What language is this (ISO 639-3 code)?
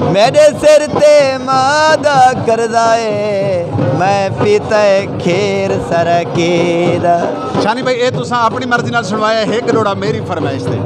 skr